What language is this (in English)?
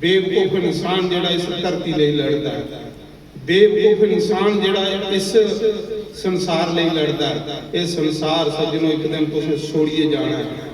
Dogri